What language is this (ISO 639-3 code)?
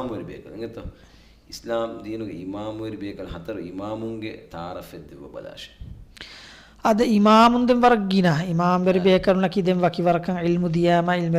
div